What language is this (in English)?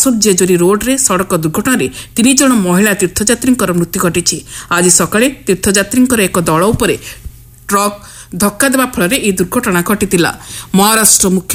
Odia